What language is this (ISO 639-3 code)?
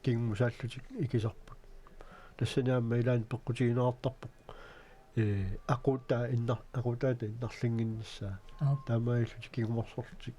kal